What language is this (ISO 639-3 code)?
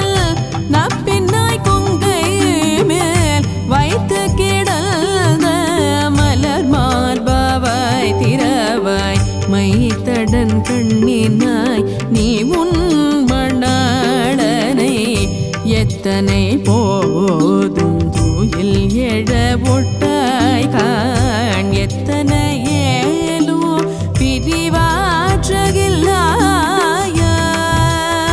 tam